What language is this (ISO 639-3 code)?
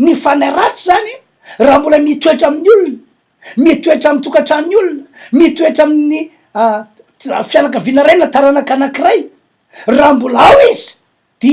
mlg